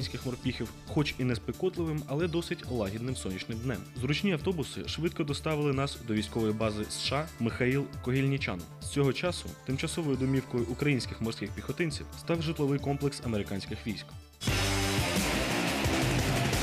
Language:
Ukrainian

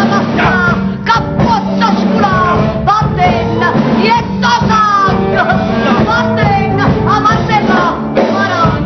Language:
Neapolitan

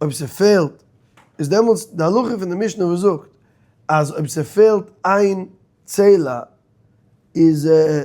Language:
Yiddish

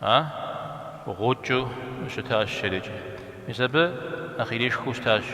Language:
Kabardian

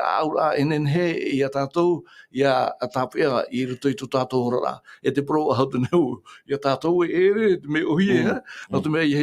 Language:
Tahitian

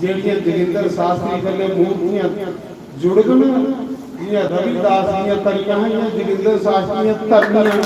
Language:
Dogri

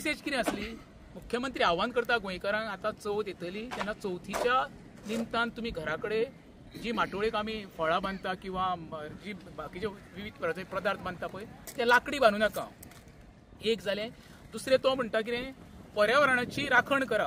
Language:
Konkani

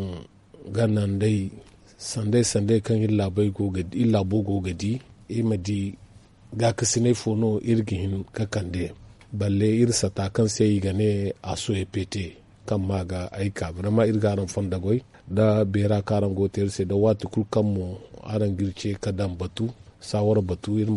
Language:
Zarma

